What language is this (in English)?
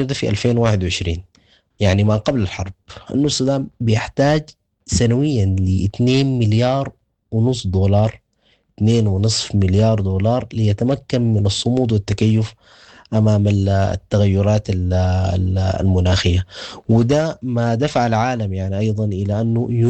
Sudanese Arabic